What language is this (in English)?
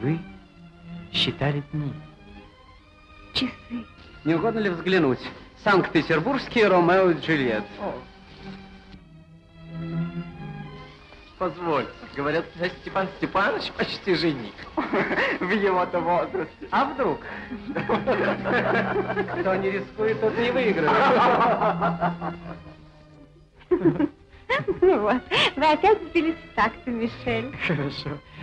Russian